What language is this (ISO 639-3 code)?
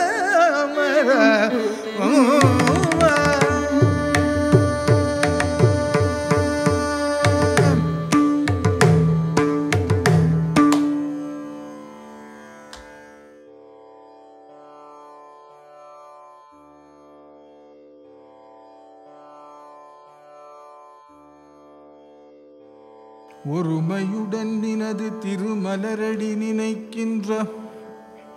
tam